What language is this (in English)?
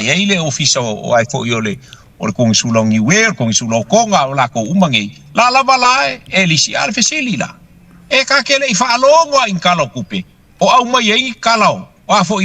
Samoan